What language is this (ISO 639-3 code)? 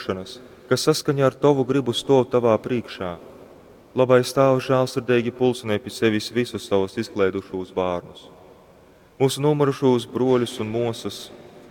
ltg